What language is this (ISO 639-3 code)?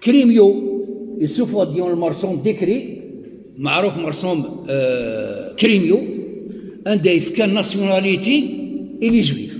kab